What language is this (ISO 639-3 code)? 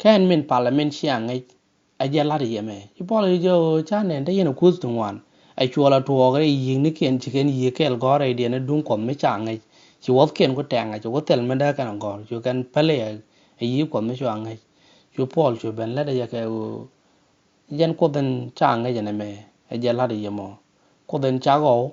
nus